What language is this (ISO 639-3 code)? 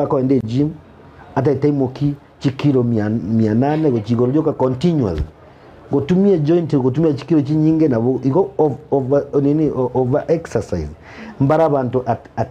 guz